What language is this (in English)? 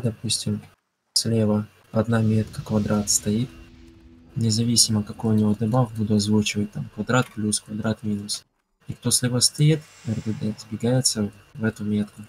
Russian